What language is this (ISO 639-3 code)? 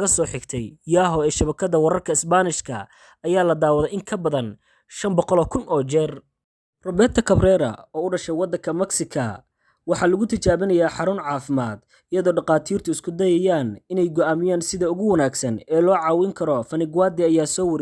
som